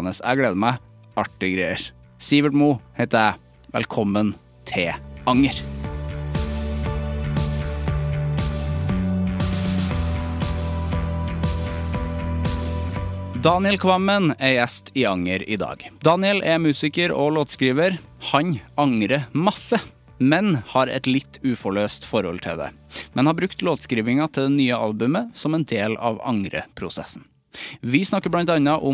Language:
Norwegian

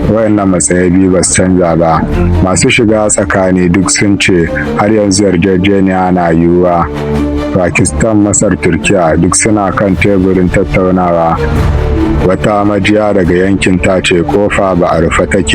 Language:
Hausa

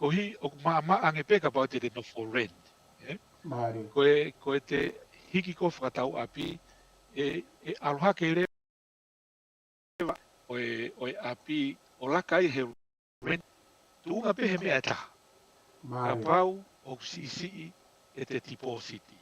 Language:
Tongan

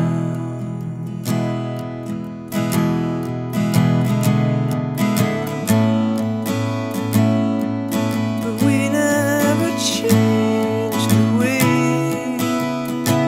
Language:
English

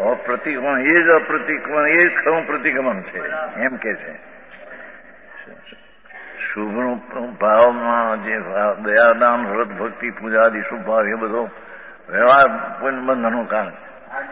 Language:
Gujarati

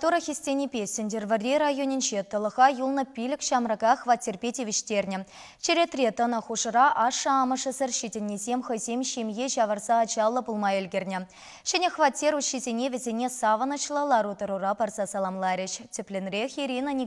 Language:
Chuvash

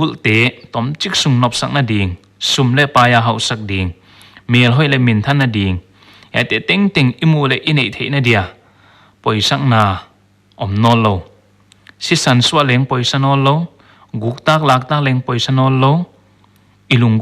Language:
Paite Chin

